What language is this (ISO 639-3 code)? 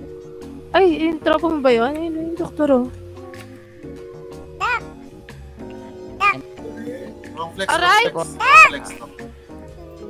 fil